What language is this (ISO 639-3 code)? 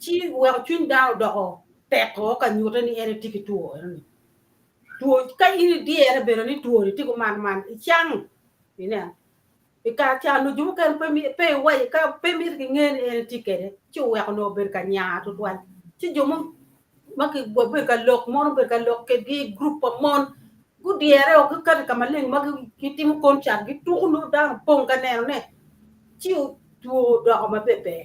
ach